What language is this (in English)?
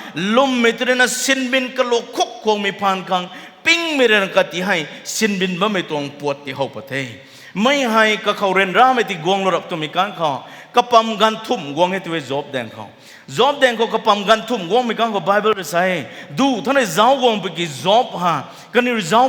Rongmei Naga